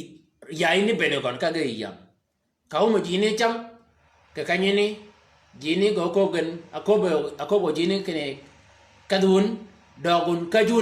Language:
Shilluk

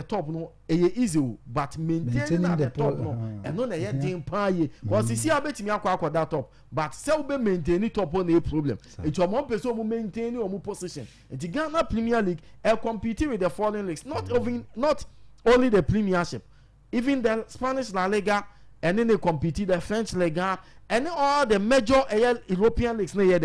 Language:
Akan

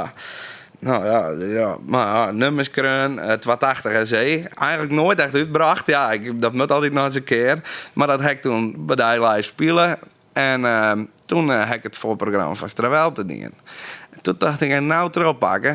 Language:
Western Frisian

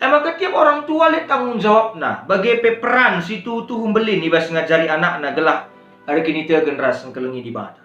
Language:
Batak Karo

